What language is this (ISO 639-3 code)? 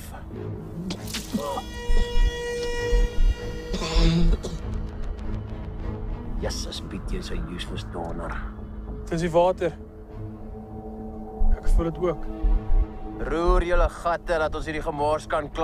afr